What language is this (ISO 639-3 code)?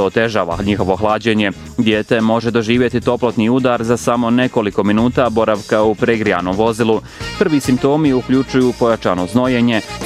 bos